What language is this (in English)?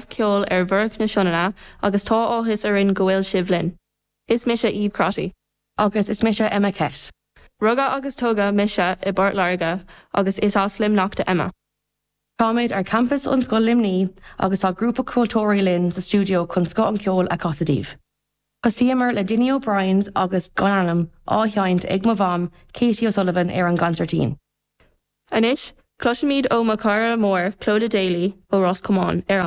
Irish